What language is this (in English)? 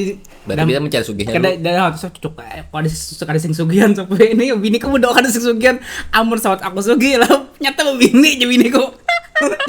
Banjar